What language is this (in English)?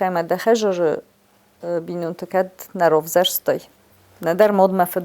Ossetic